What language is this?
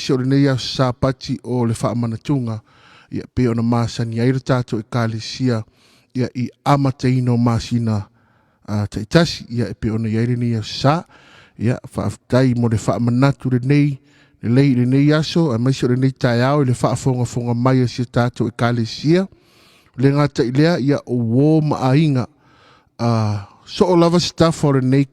Samoan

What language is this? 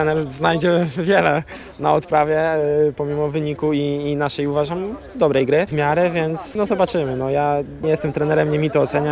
Polish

